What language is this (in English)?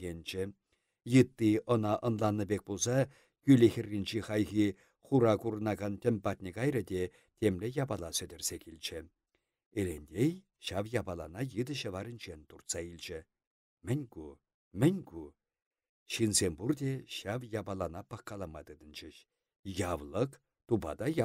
Chuvash